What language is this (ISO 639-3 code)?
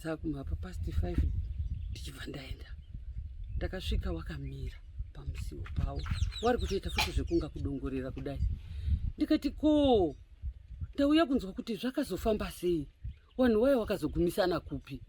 sna